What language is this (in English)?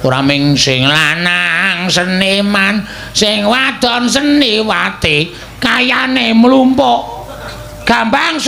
Javanese